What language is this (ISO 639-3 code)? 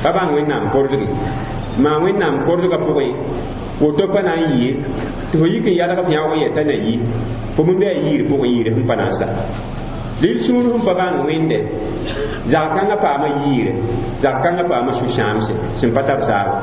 mos